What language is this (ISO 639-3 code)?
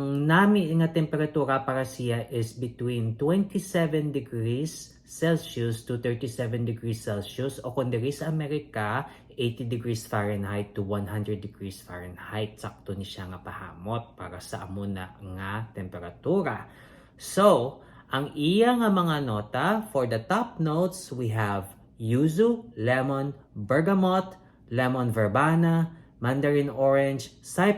hil